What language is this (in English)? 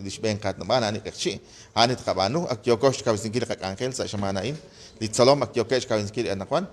Kekchí